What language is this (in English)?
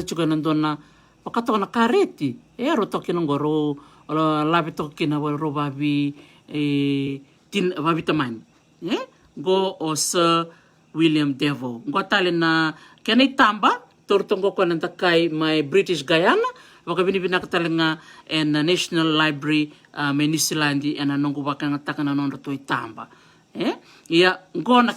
Fijian